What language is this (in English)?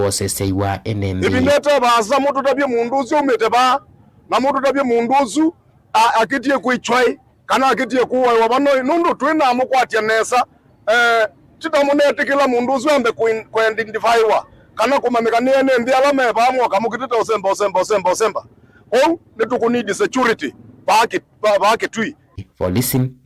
Kamba